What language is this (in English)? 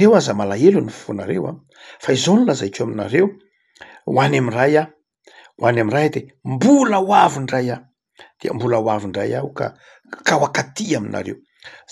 Malagasy